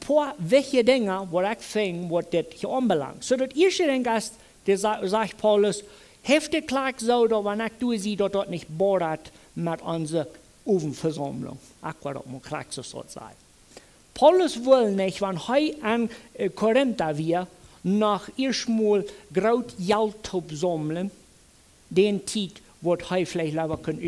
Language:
Plautdietsch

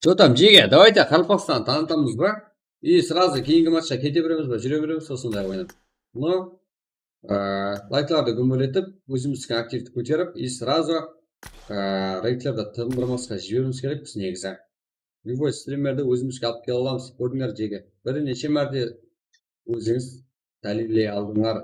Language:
Kara-Kalpak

